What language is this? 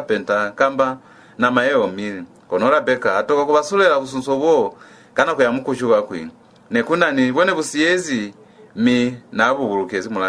Lozi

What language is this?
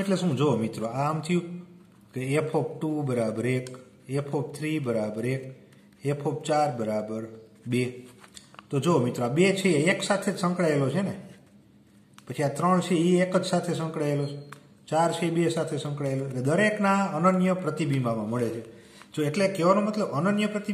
Gujarati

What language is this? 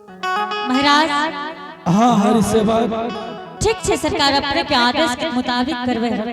Angika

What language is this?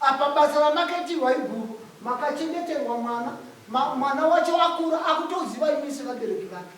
Shona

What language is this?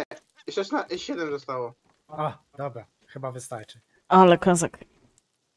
Polish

